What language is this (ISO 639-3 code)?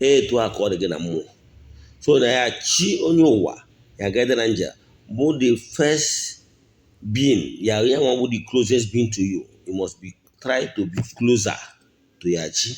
ibo